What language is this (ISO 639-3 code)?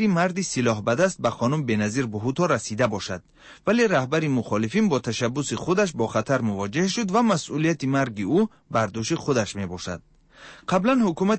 fas